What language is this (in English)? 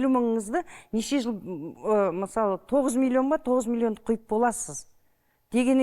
Kazakh